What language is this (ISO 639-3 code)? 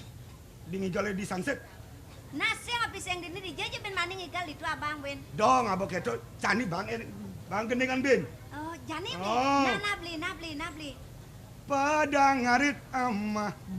ban